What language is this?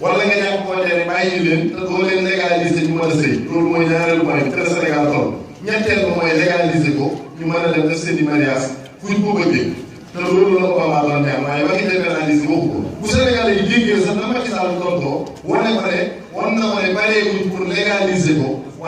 Wolof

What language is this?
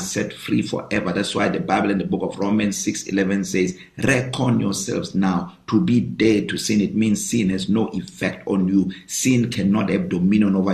English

